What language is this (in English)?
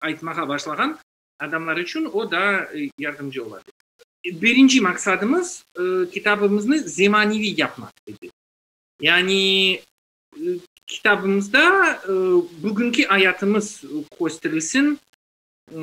Crimean Tatar